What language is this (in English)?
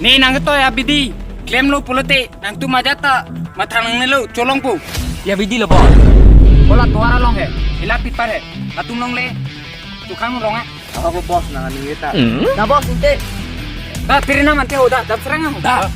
Karbi